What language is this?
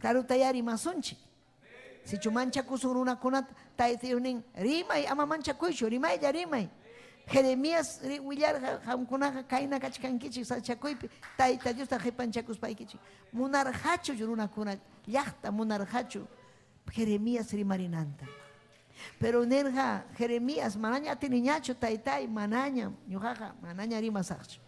Ayacucho Quechua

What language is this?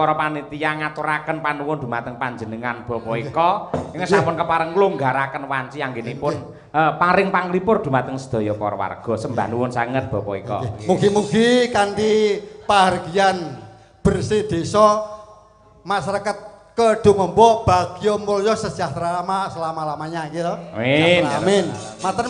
Javanese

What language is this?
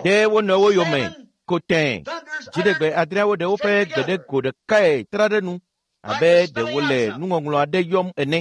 Ewe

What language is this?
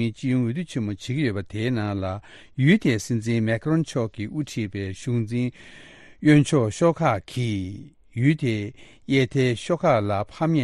Tibetan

